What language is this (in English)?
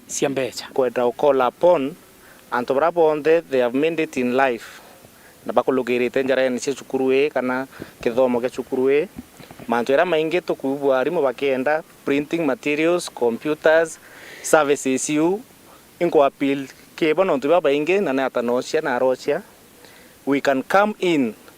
Meru